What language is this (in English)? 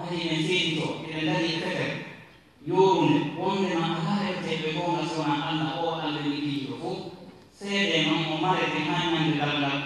Fula